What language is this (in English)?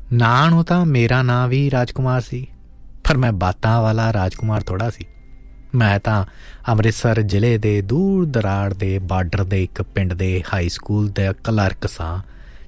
Punjabi